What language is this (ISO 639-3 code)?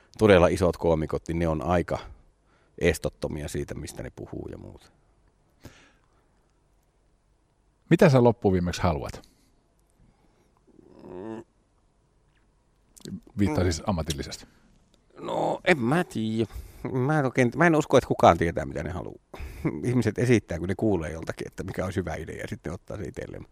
fin